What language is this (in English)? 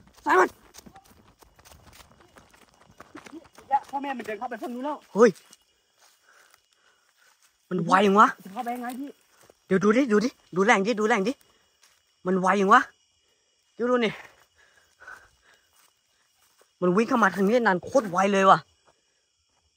Thai